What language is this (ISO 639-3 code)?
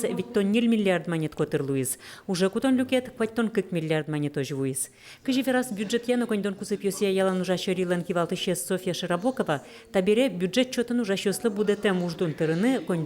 udm